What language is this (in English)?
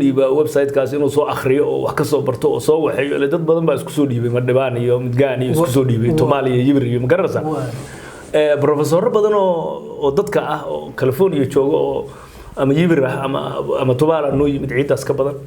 Somali